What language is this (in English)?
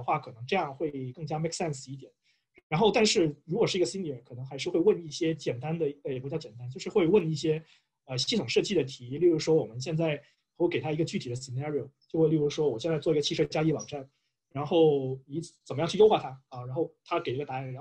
Chinese